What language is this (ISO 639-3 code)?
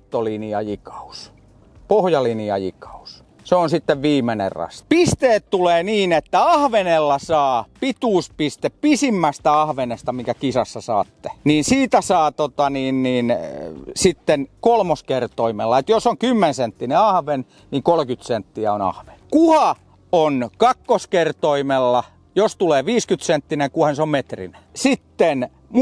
fin